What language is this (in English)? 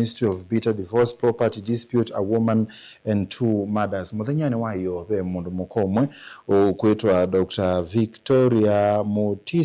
Kamba